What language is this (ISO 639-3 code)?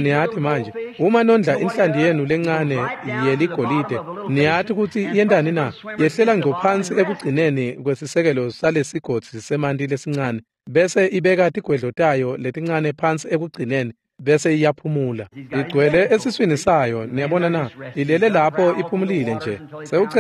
ssw